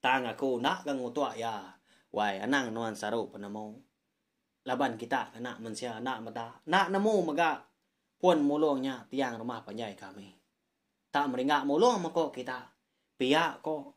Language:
Iban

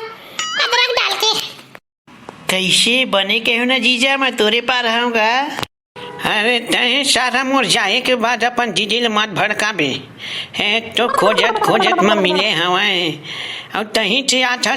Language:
Chhattisgarhi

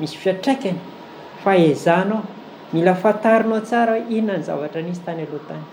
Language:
Malagasy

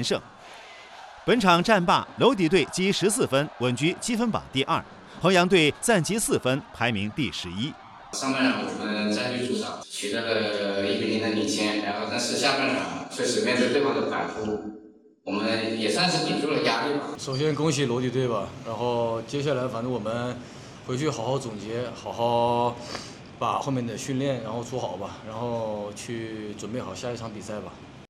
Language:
Chinese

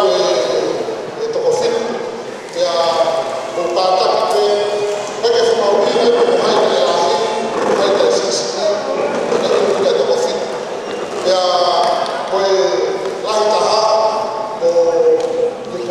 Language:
Tongan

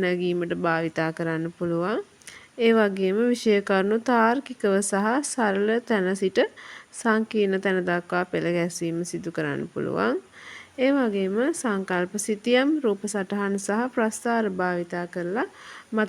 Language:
Sinhala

